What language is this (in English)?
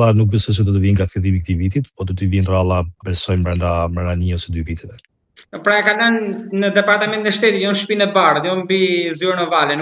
Albanian